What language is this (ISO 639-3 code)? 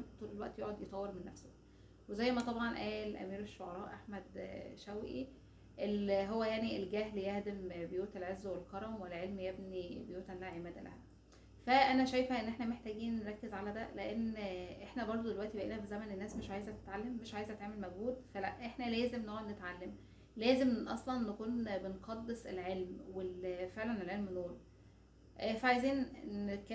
arz